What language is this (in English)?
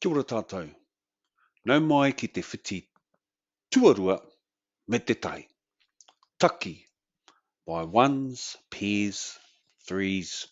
Māori